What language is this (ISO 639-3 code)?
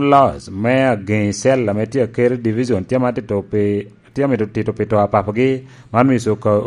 laj